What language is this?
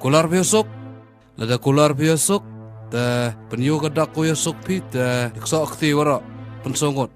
Khasi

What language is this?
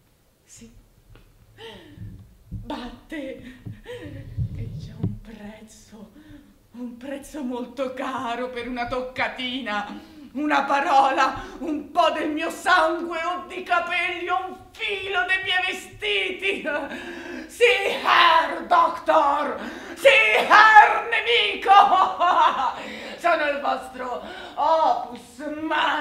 Italian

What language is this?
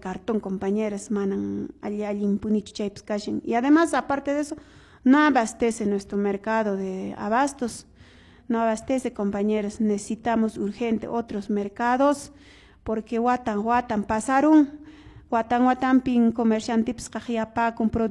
Quechua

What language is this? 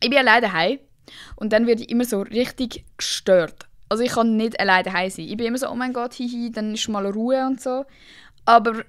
Swiss German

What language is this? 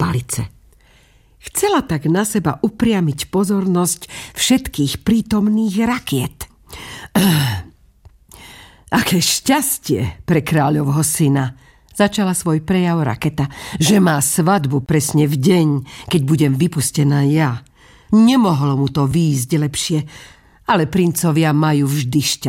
Slovak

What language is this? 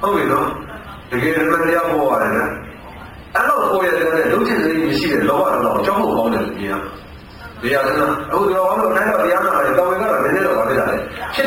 Burmese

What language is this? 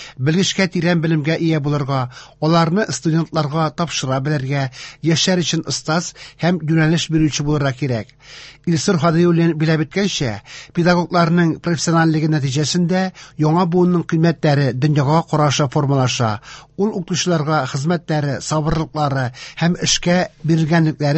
Tatar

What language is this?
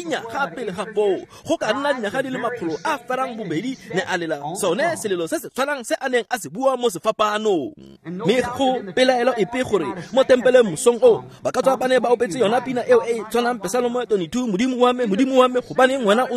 Tswana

